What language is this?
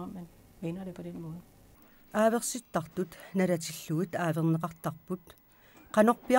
Kalaallisut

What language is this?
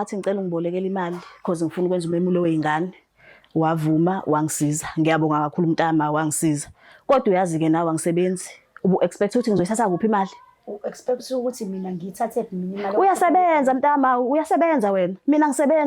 Zulu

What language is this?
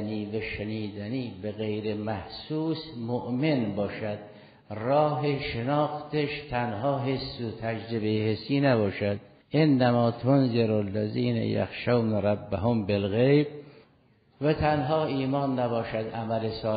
Persian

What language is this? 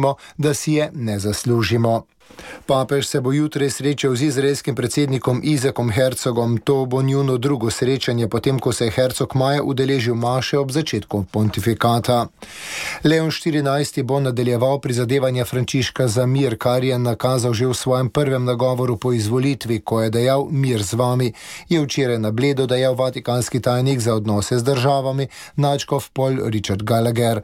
Slovenian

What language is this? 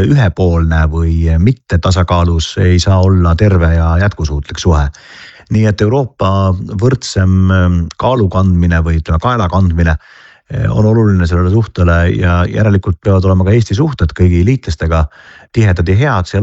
Estonian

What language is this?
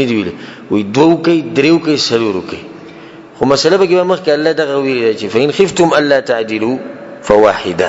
Pashto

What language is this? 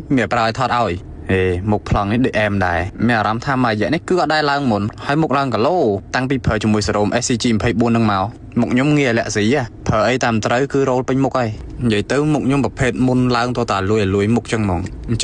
Khmer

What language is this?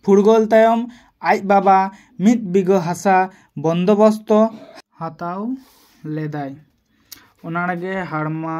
Santali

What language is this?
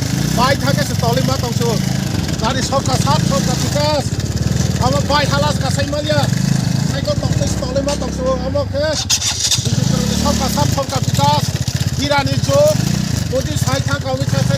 Kok Borok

